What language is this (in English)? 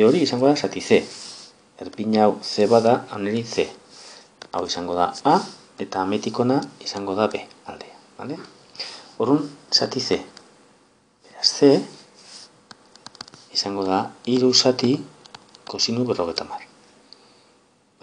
Basque